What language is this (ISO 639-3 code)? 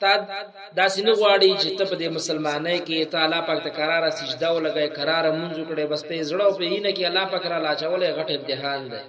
pus